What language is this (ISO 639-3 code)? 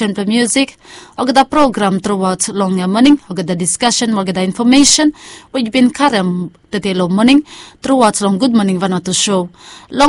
bis